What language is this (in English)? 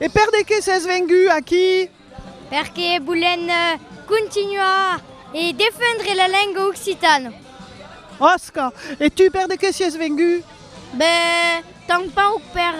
Occitan